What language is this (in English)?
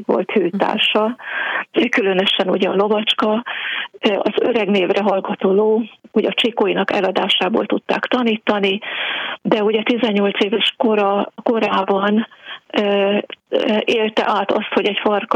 Hungarian